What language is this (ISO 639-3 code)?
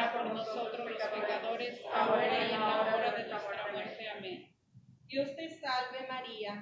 spa